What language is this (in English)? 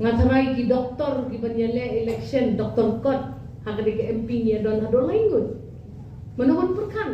Khasi